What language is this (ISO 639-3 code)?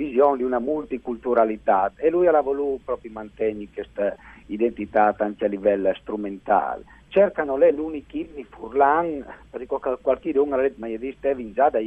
fur